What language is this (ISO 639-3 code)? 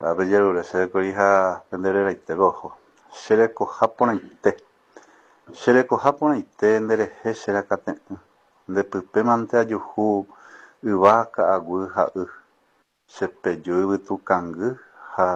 grn